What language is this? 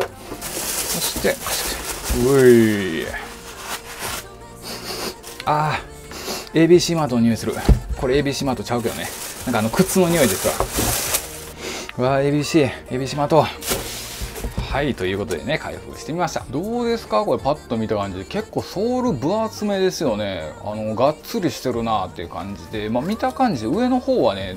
Japanese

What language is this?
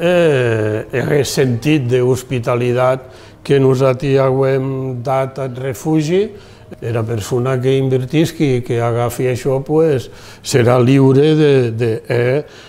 Occitan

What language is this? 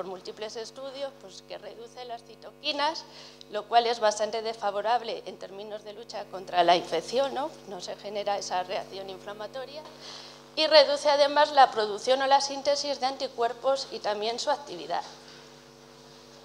Spanish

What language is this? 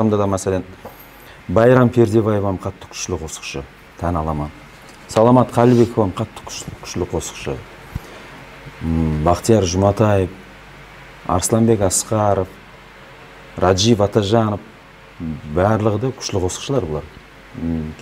Kara-Kalpak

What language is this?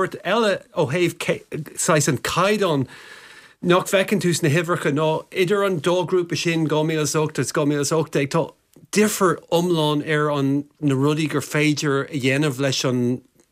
Irish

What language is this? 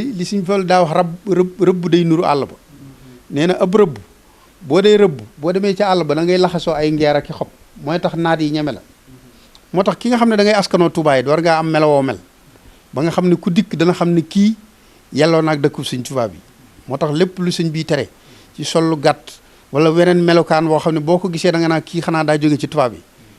Wolof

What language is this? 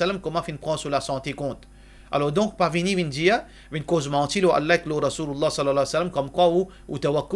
Morisyen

